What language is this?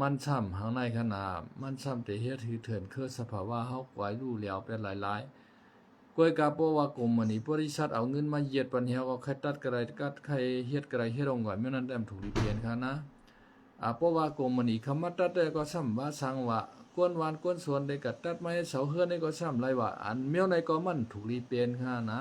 Shan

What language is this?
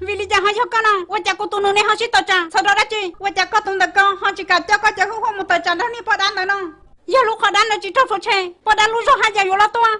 Hmong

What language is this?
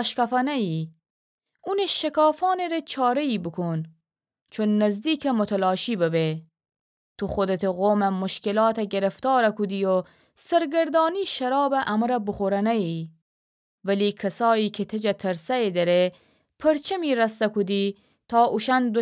Gilaki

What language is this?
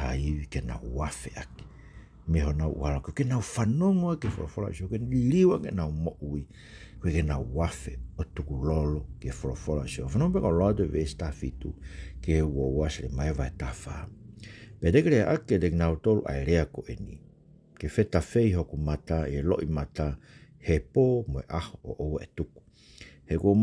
Tongan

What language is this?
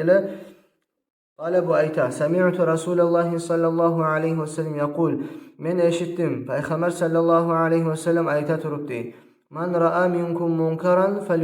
Kumyk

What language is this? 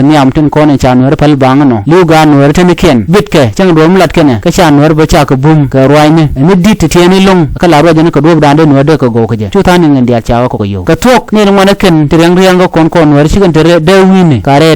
Nuer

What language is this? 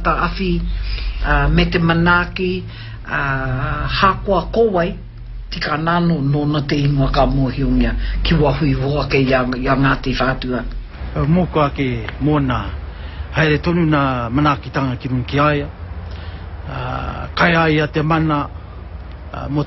Māori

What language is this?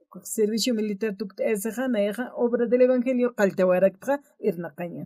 Aymara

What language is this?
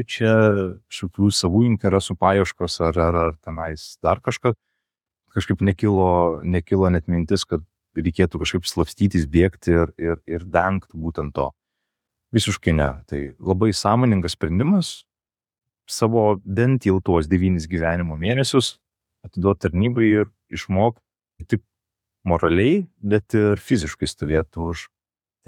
Lithuanian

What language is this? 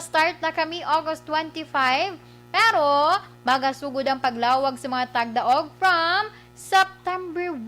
Hiligaynon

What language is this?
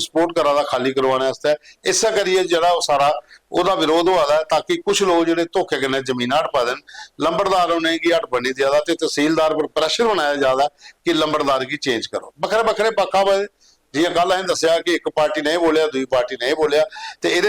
Dogri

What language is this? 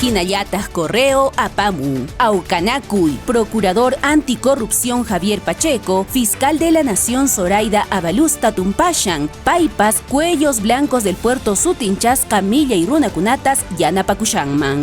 Quechua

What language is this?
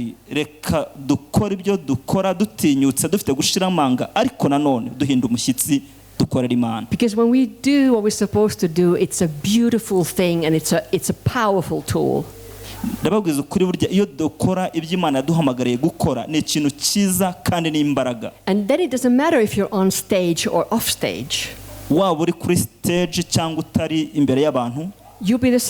Kinyarwanda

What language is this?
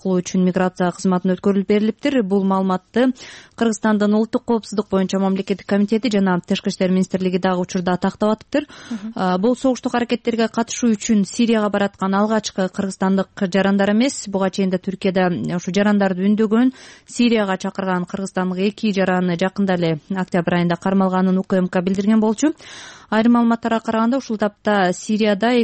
Kyrgyz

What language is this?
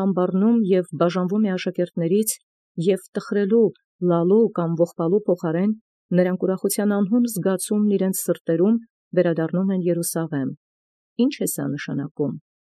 Armenian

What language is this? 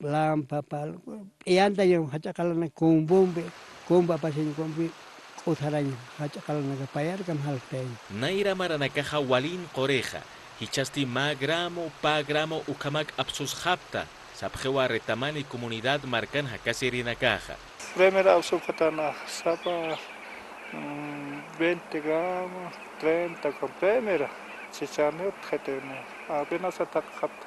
Aymara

